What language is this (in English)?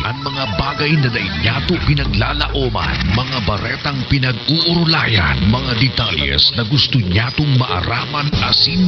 Southern Catanduanes Bikol